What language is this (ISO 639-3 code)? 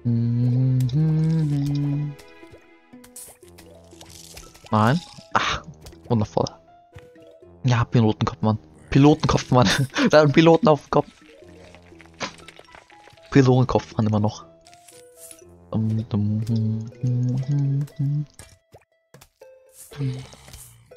deu